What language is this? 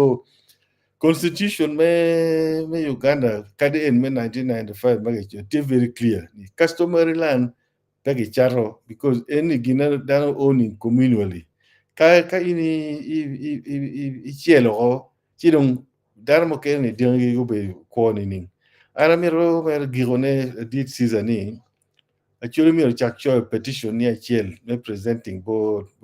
Acoli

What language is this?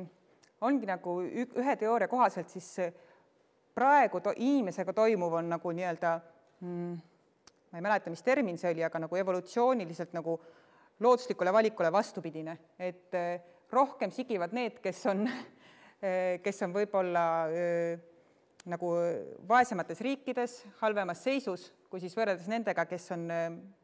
Estonian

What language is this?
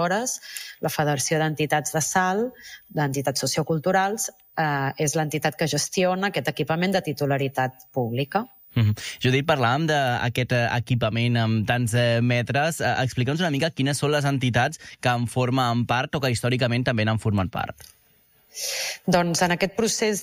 Catalan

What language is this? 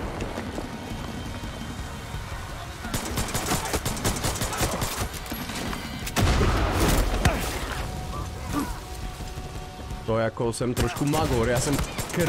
Czech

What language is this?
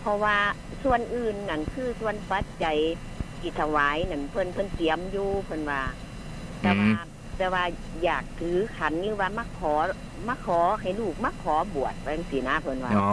Northeastern Thai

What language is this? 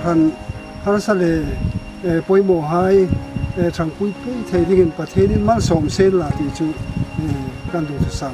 Hmar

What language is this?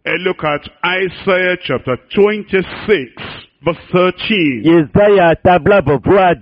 Ewe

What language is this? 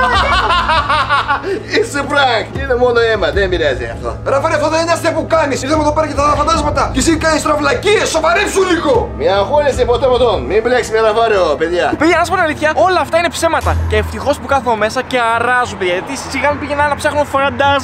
Greek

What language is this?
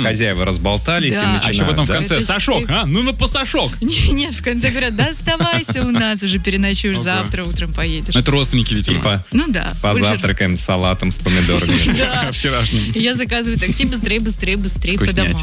Russian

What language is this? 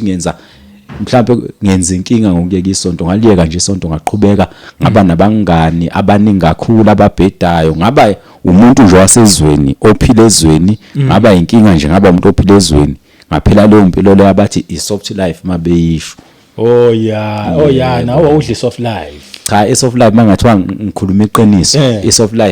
Zulu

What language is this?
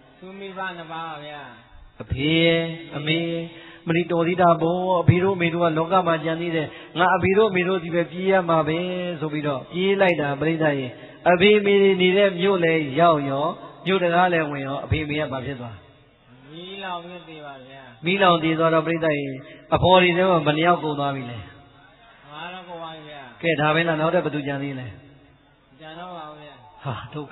Burmese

